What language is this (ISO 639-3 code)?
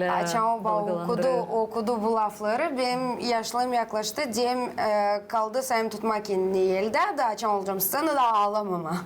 gag